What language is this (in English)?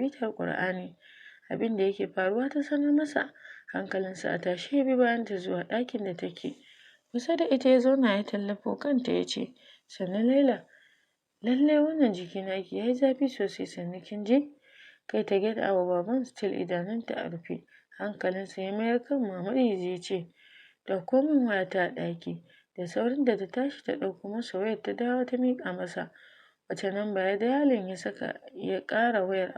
Hausa